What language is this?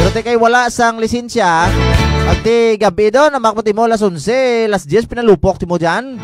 Hiligaynon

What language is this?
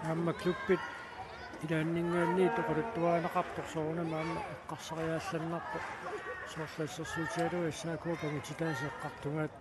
Kalaallisut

